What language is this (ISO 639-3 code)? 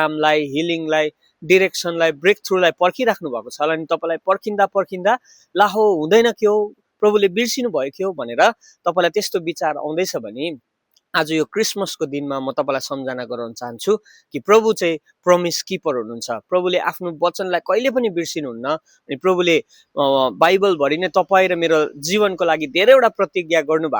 nep